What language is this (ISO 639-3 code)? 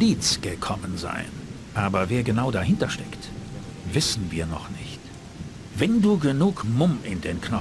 bar